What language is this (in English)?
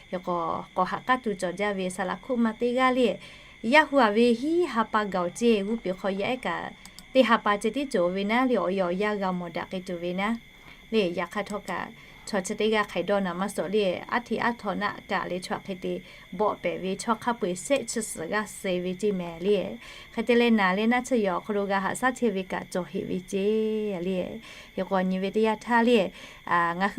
Lahu